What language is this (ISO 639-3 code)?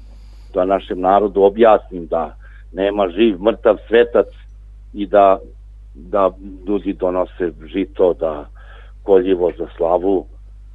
srp